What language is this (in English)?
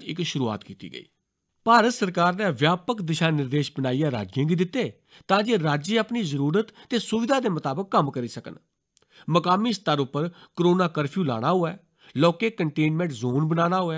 Dogri